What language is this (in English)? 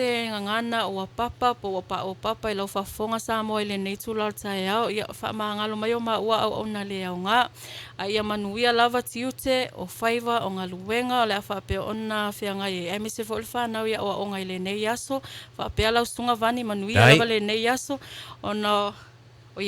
Samoan